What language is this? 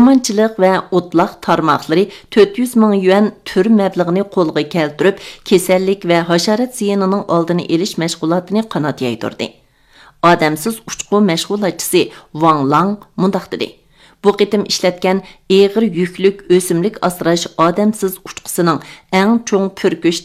Uyghur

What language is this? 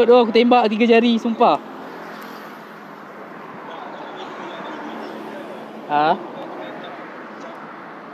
Malay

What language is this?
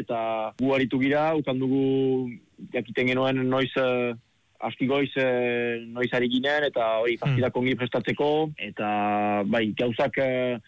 Basque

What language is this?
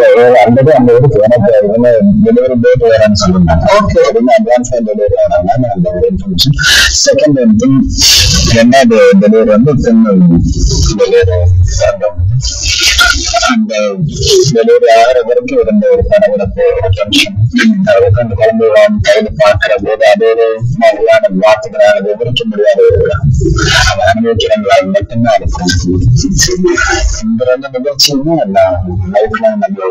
Tamil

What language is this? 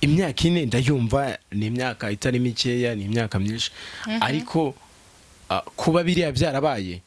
Kinyarwanda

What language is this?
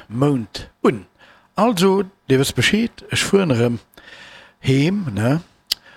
Luxembourgish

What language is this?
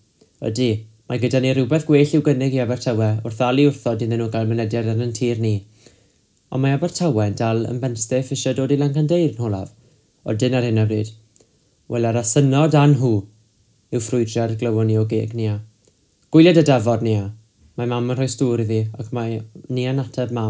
Welsh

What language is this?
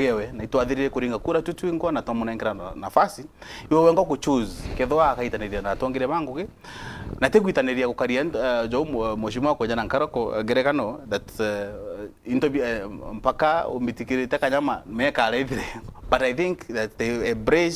Meru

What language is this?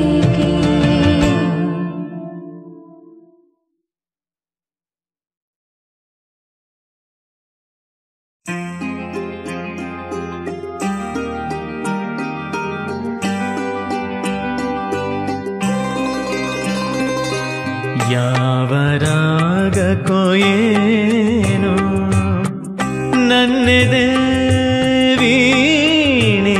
Kannada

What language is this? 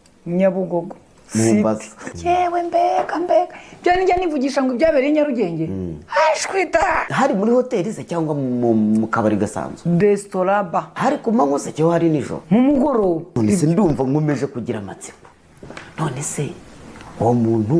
Kinyarwanda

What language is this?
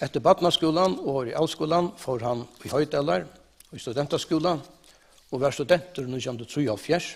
Faroese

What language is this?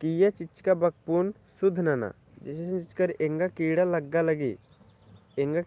Kurukh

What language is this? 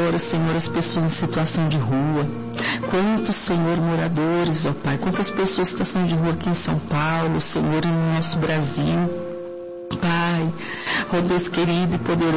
Portuguese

